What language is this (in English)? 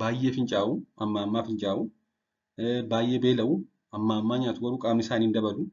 Oromo